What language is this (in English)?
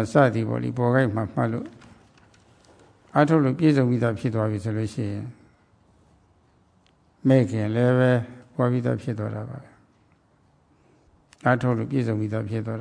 Burmese